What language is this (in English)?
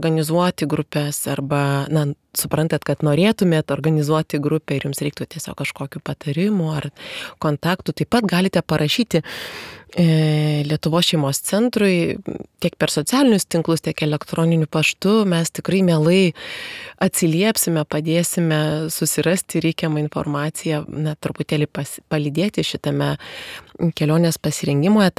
Lithuanian